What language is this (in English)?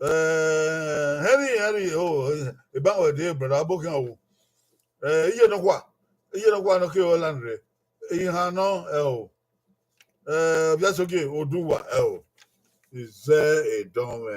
Bini